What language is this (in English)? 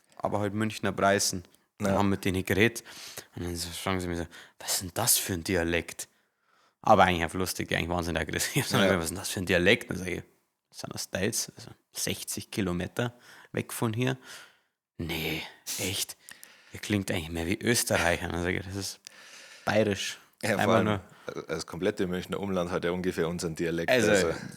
Bavarian